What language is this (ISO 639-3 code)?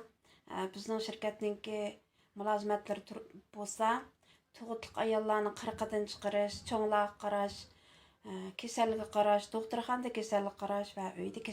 uig